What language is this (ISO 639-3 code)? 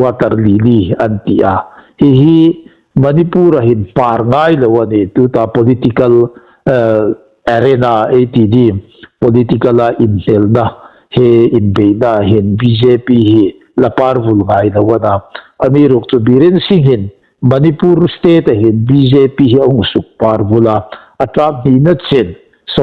hmr